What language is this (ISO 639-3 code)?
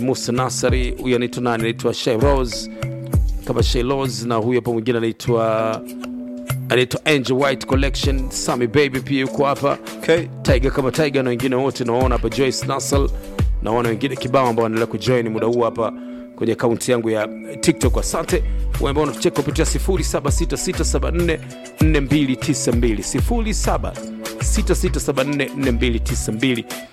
swa